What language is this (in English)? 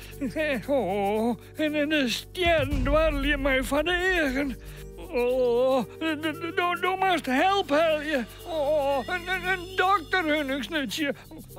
Western Frisian